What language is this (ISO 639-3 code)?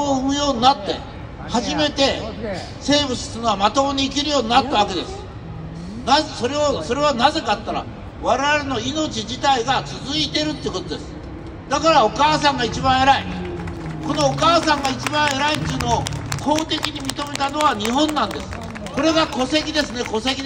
jpn